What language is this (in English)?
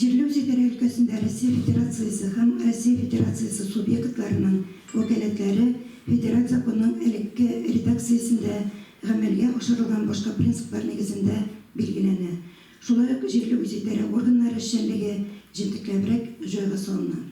Tatar